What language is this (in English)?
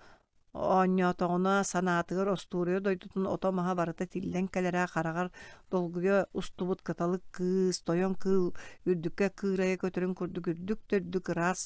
Yakut